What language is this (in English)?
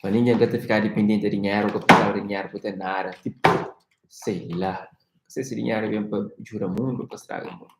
Kabuverdianu